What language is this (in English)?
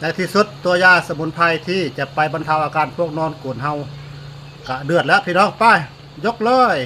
Northeastern Thai